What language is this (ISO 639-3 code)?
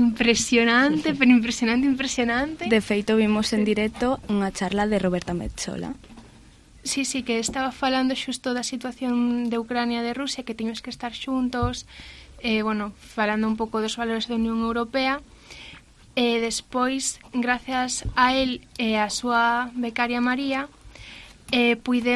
glg